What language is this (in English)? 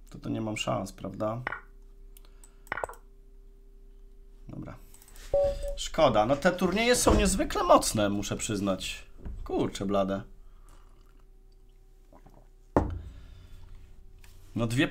Polish